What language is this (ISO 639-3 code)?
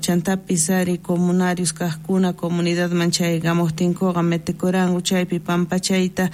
quh